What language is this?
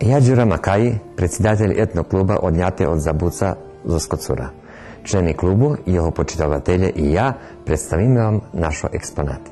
Rusyn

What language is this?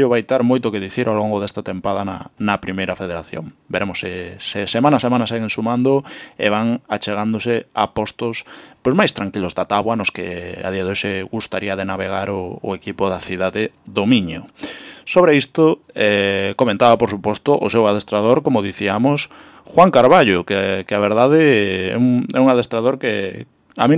Galician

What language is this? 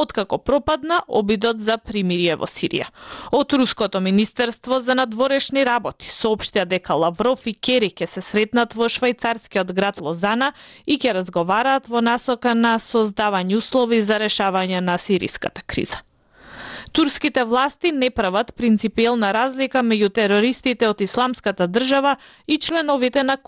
Macedonian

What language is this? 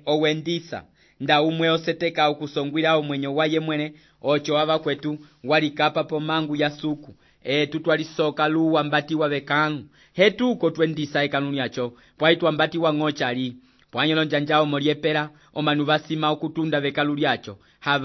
Umbundu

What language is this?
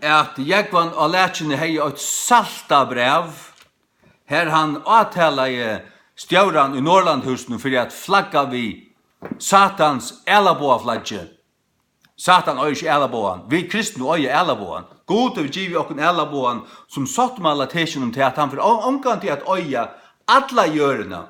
Faroese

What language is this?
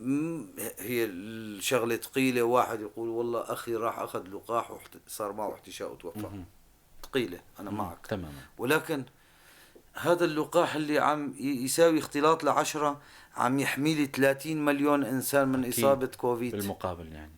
North Levantine Arabic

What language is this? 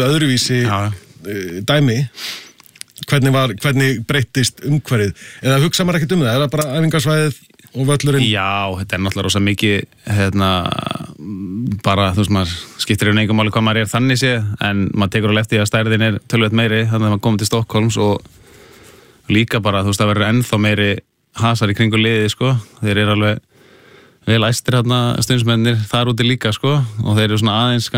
Icelandic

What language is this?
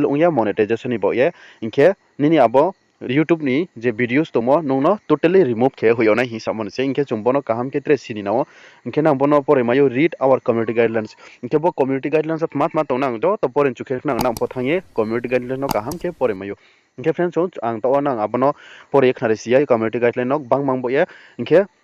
Riang (India)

